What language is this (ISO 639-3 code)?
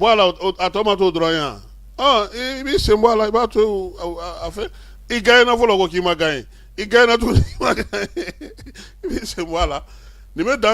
bam